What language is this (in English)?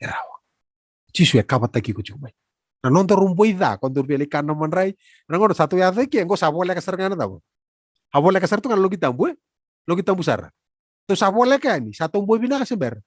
Fijian